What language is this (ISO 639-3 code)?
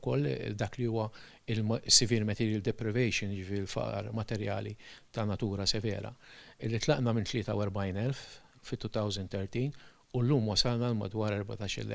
mlt